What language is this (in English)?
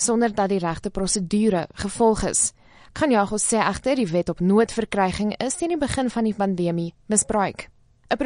Afrikaans